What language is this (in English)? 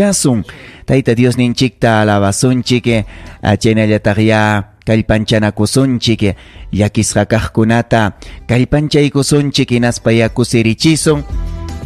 Ayacucho Quechua